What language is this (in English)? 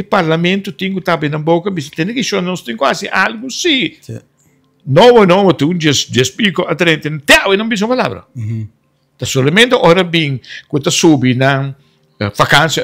Papiamento